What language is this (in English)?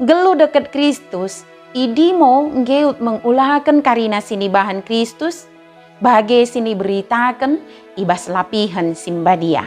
Batak Dairi